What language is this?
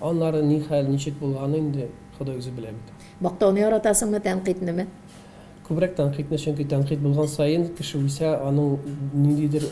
Tatar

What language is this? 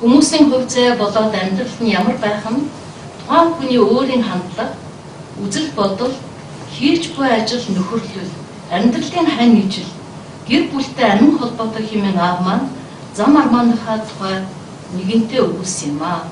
Mongolian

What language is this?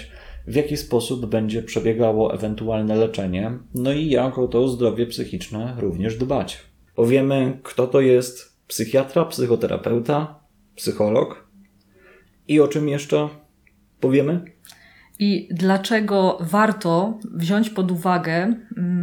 Polish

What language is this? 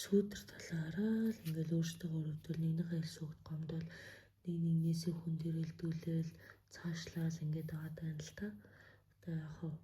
Mongolian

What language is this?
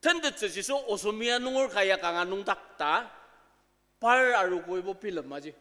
Ao Naga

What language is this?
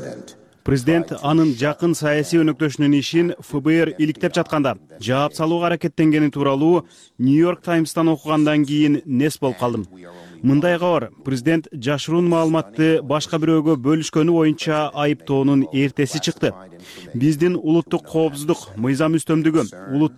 Kyrgyz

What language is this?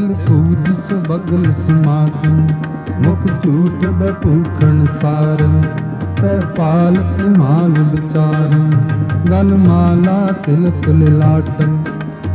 Punjabi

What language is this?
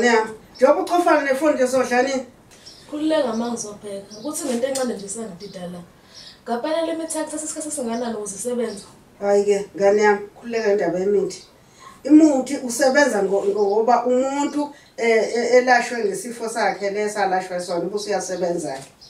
Zulu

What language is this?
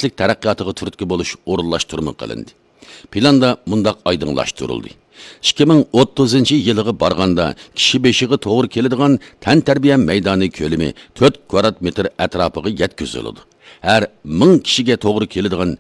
Uyghur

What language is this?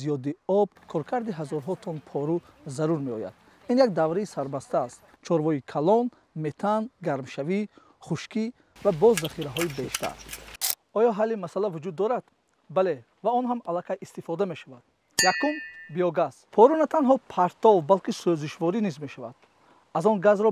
Tajik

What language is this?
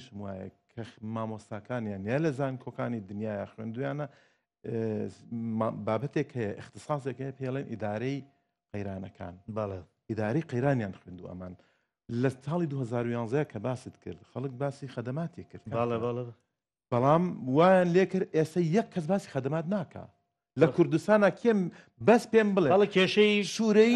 Central Kurdish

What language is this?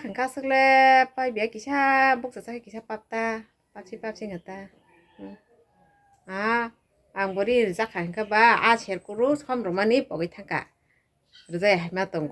Kok Borok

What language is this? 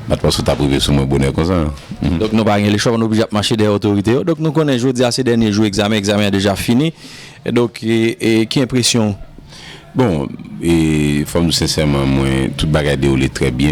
Haitian Creole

